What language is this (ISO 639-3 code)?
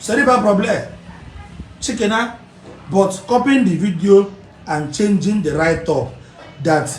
ibo